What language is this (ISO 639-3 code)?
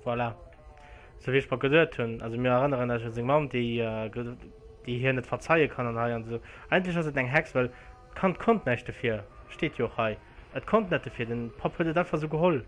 ltz